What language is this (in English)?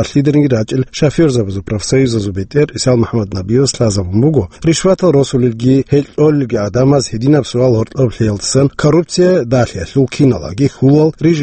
Avaric